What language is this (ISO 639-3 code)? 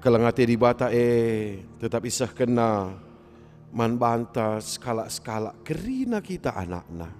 btx